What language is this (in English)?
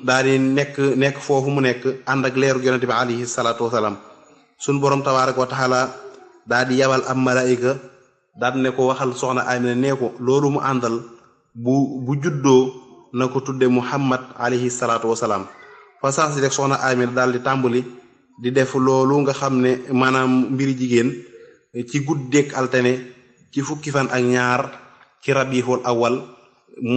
Wolof